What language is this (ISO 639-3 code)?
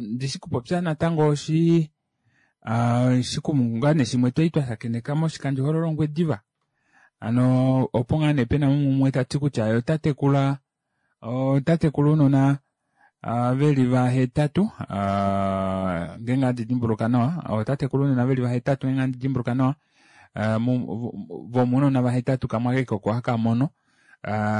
kua